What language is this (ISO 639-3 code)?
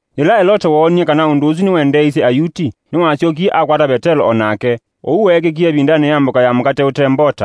kam